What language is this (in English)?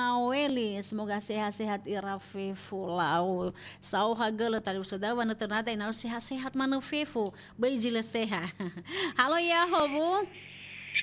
Nias